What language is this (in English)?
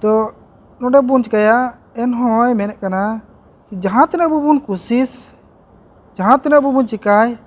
Santali